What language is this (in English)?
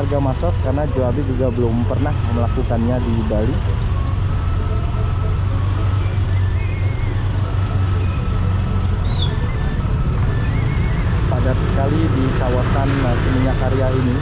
Indonesian